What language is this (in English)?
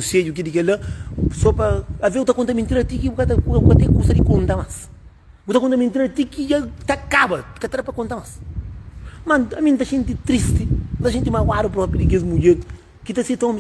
Kabuverdianu